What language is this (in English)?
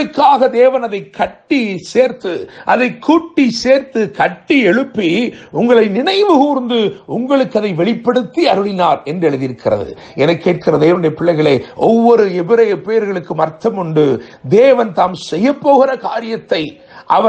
Tamil